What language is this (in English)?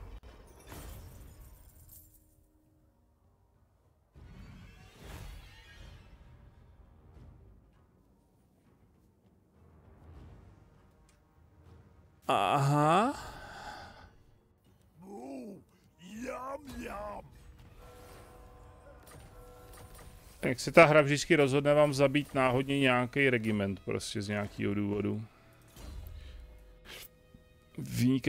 Czech